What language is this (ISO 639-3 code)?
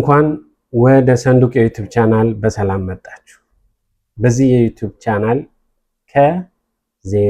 amh